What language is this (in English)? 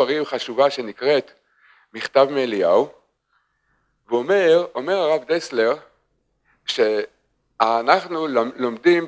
Hebrew